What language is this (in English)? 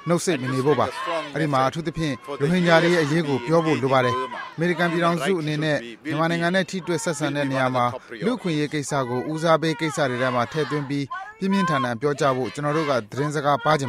Burmese